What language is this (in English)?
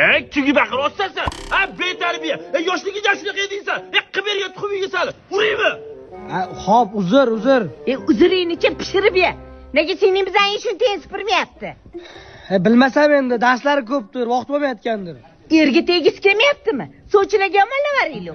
Uzbek